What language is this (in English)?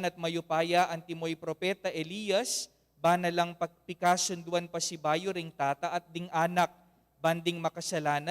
Pampanga